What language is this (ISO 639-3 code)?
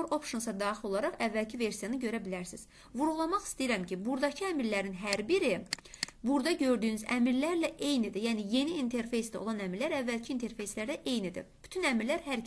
aze